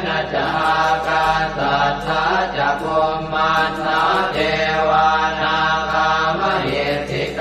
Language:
Pali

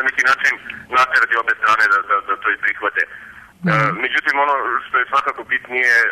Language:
Serbian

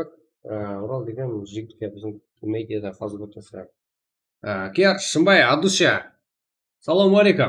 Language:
Kara-Kalpak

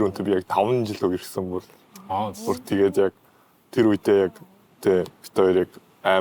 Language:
Mongolian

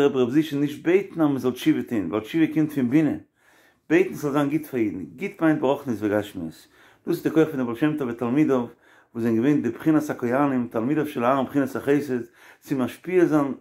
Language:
Yiddish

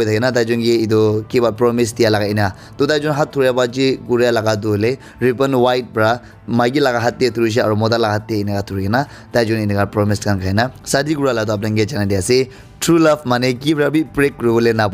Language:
Naga Pidgin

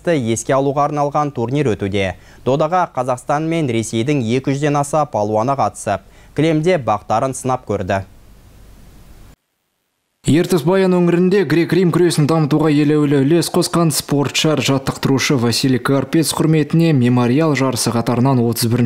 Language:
Kazakh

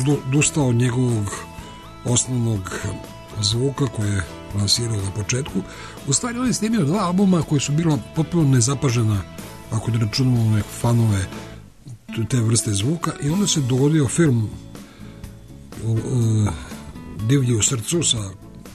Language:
Serbian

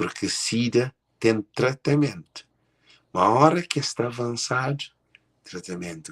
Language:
Kabuverdianu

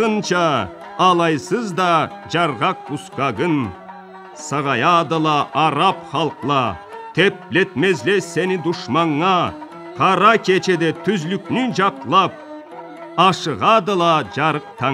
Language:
Karachay-Balkar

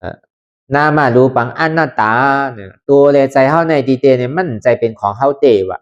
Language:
Lü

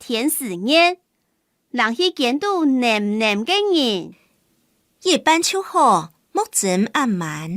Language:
Hakka Chinese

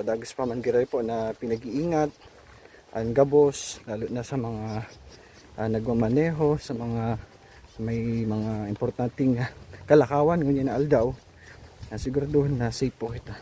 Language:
Bikol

